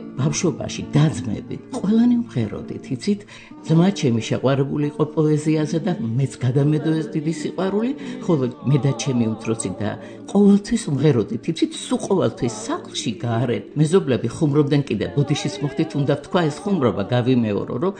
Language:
Georgian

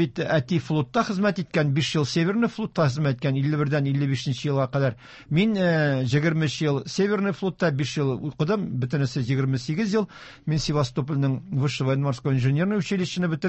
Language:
Tatar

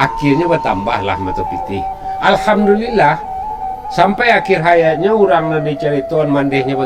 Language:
Minangkabau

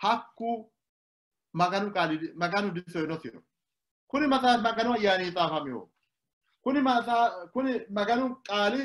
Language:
Sidamo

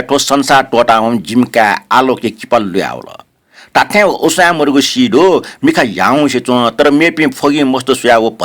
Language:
Newari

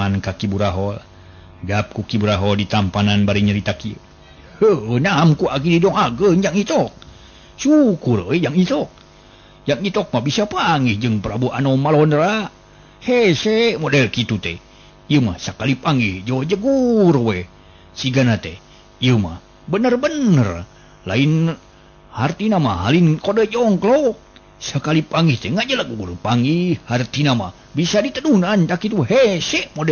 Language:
Sundanese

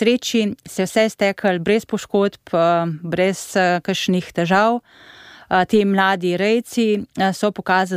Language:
Slovenian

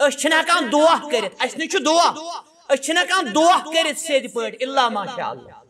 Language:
Kashmiri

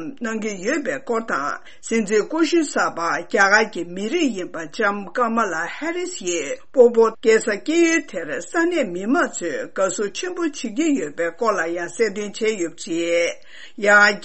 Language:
Tibetan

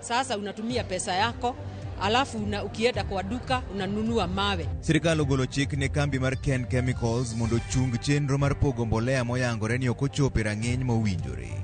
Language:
Luo (Kenya and Tanzania)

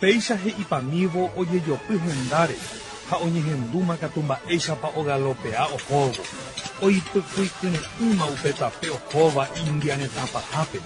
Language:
Guarani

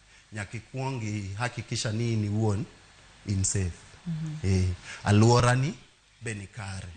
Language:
Luo (Kenya and Tanzania)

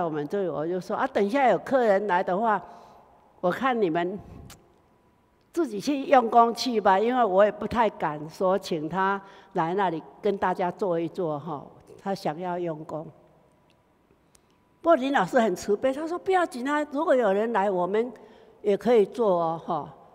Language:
Chinese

